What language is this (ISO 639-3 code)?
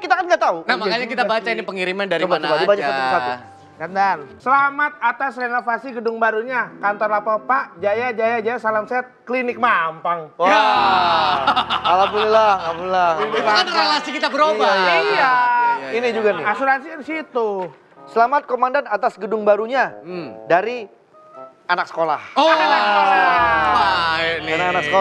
ind